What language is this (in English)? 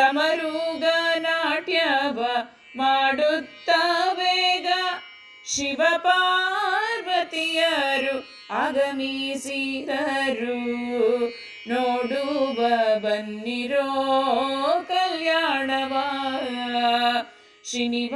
Kannada